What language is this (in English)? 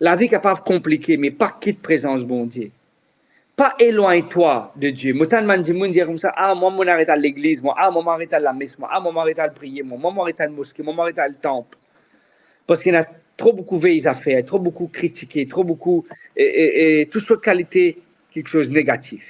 Morisyen